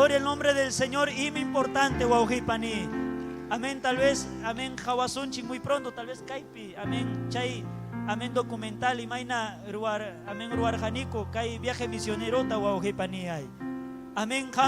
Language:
Ayacucho Quechua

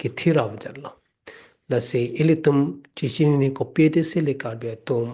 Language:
Karbi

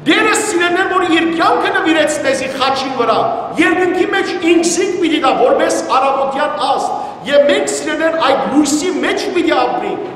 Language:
Western Armenian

